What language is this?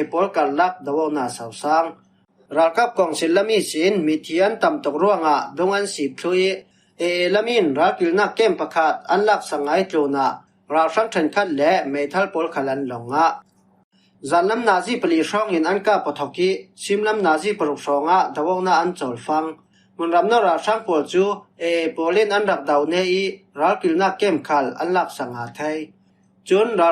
Falam Chin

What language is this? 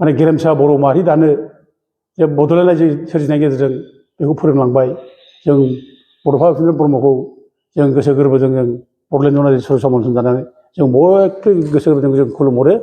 Bodo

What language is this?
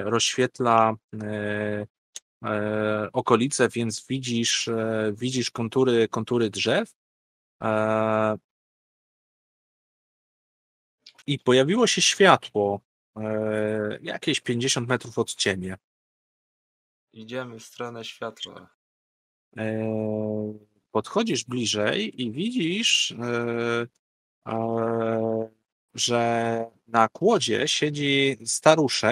Polish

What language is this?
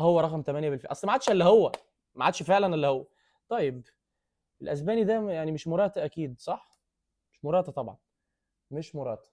Egyptian Arabic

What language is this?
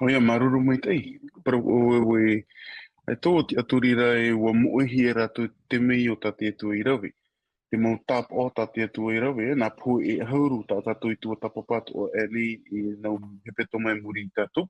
Tahitian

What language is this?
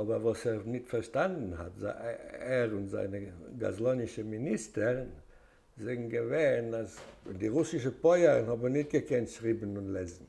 Yiddish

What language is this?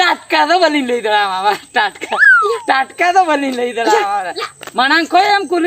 Santali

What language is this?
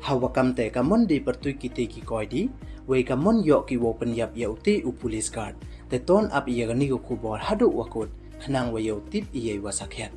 Pnar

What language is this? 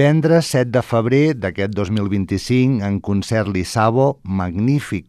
Catalan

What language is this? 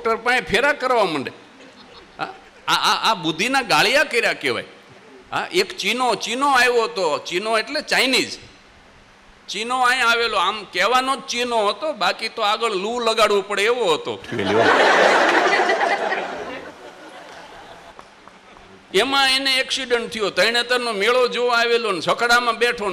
Gujarati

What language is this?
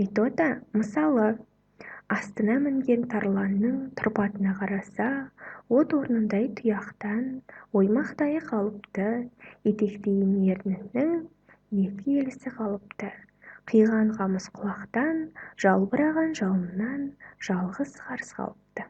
Kazakh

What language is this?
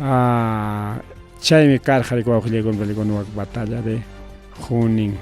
Ayacucho Quechua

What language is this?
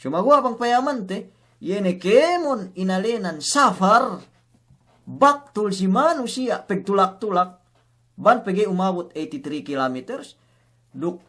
Yakan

